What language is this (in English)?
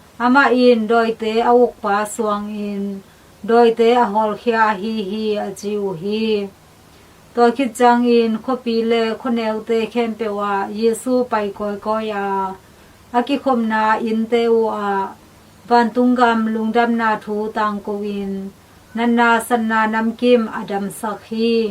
Tedim Chin